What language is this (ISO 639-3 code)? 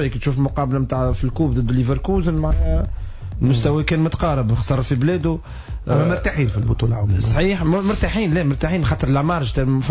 aeb